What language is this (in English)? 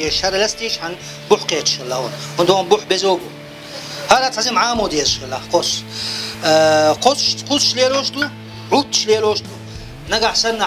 Chechen